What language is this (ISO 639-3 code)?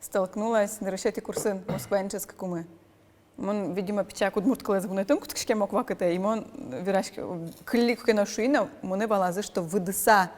udm